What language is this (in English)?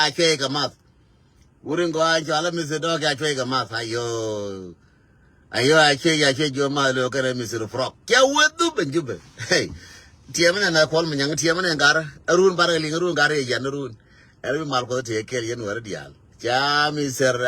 Nuer